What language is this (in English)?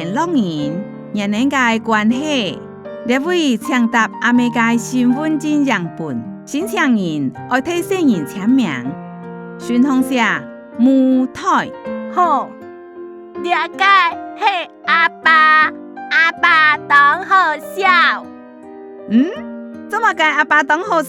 Hakka Chinese